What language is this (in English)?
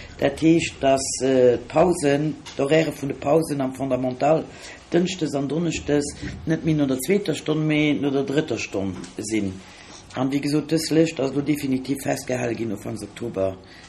Luxembourgish